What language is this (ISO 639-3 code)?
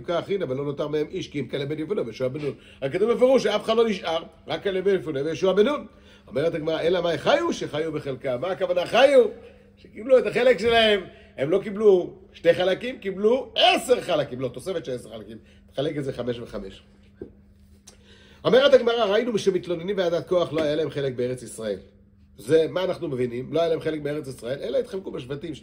heb